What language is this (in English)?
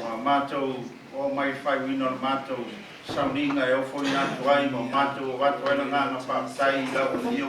Samoan